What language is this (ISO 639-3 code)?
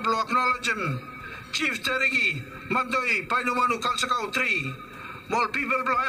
bis